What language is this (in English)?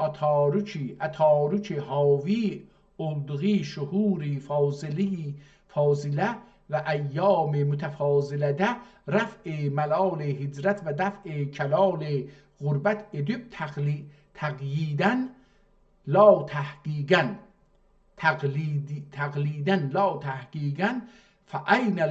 South Azerbaijani